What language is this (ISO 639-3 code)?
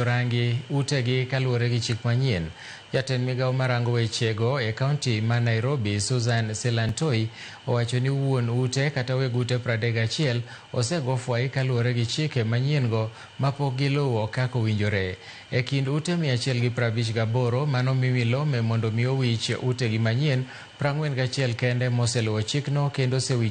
luo